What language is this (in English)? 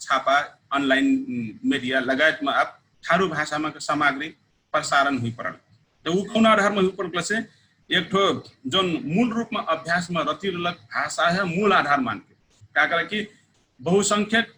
Dangaura Tharu